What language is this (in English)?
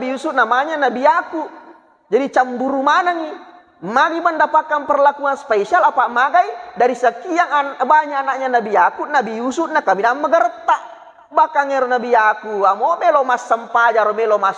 Buginese